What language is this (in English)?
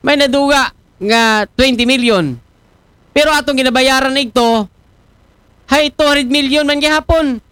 Aklanon